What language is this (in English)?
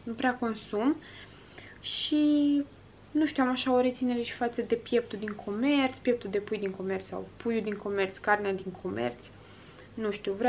Romanian